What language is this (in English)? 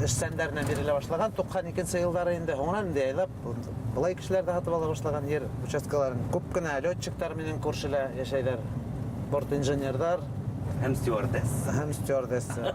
Bashkir